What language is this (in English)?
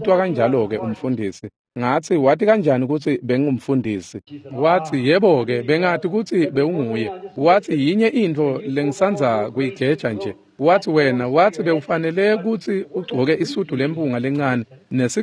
Swati